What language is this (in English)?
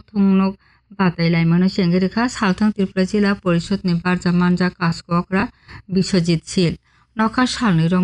Kok Borok